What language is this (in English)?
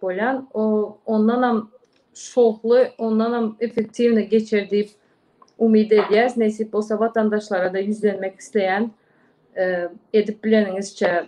Turkmen